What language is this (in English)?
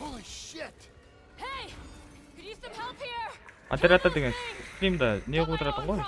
Kara-Kalpak